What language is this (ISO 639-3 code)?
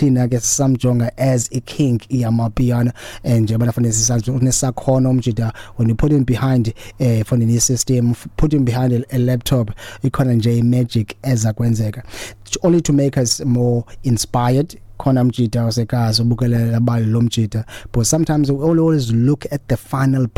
xho